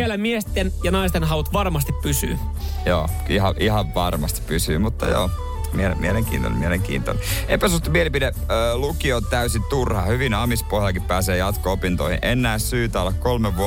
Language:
Finnish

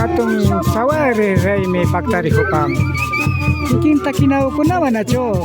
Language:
Imbabura Highland Quichua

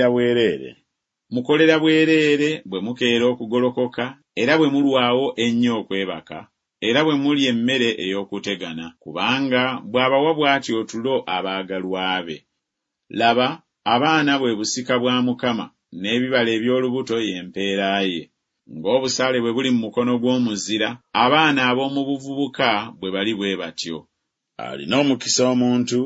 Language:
Ganda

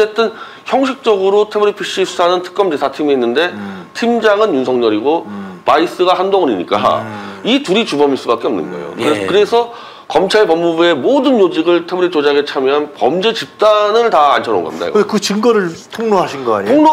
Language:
Korean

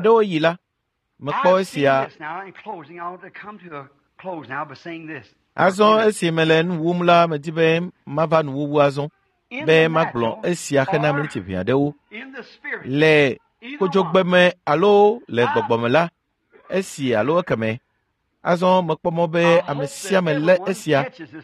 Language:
Ewe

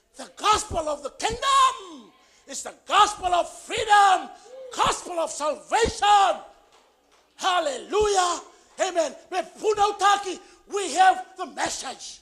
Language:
Fijian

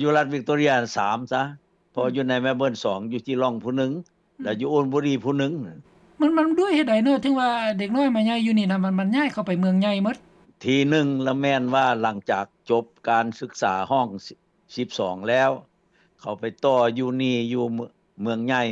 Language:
Lao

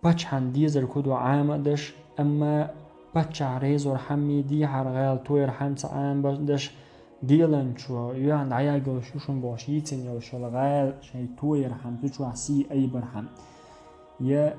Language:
Chechen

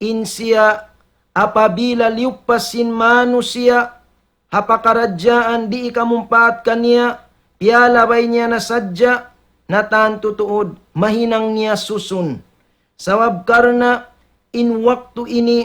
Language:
Tausug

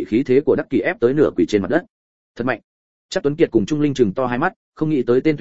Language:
Vietnamese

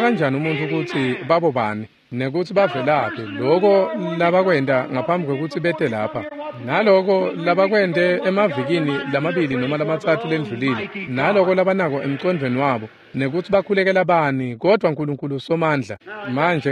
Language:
Swati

